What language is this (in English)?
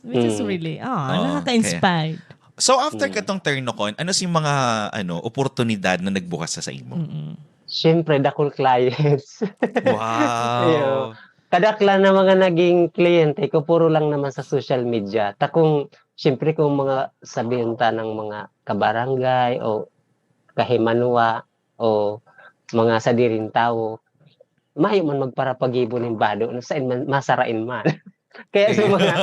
Bikol